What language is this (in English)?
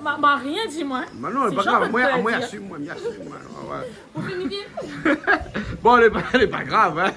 Réunion Creole French